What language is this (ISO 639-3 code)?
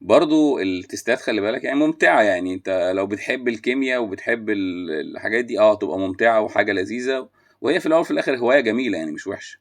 arz